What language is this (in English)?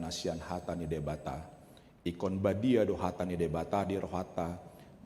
Batak Toba